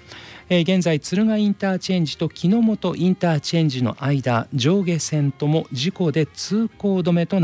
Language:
Japanese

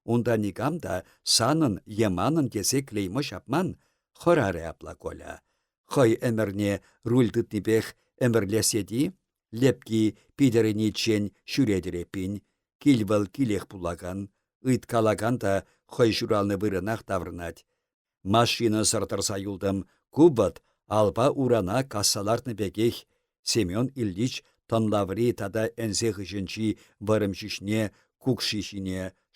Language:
Chuvash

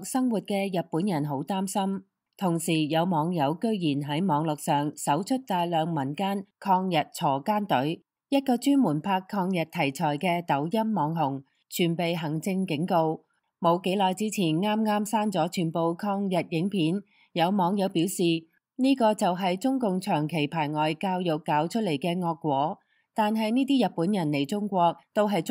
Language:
Cantonese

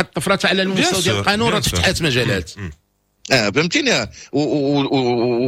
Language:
Moroccan Arabic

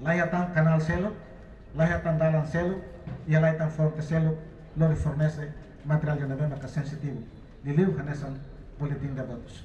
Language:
Tetum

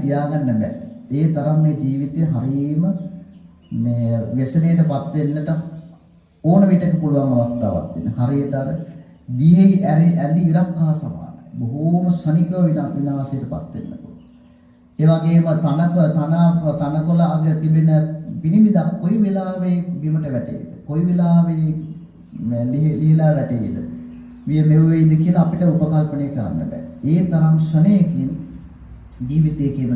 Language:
Sinhala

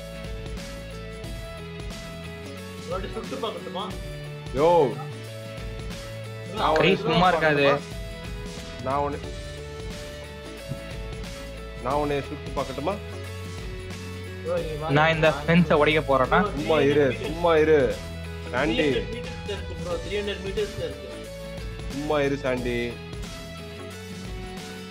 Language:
Tamil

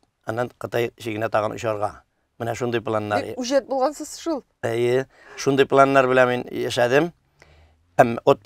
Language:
Tatar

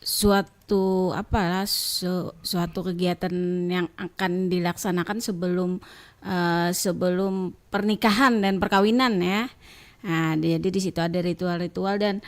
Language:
Banjar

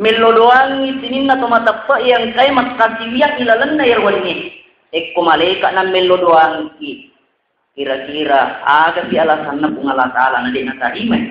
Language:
Buginese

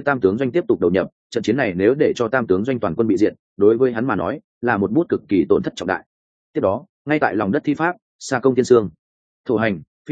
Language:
Vietnamese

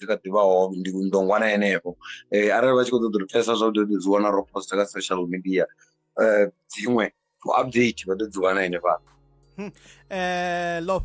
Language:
Venda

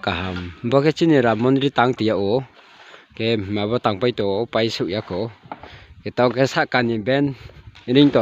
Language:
Riang (India)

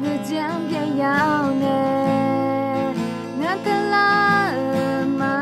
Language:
Akha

